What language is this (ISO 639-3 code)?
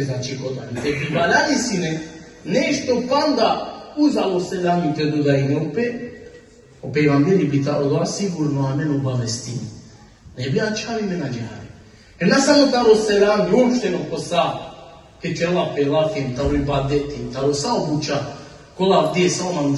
rmn